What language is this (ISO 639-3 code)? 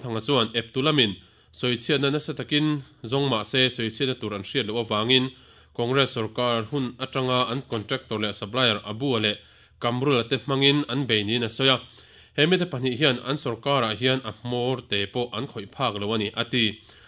lus